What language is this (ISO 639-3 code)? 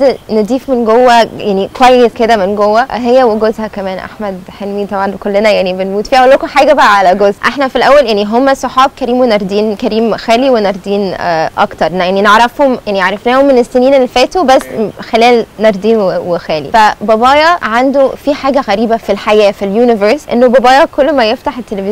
arz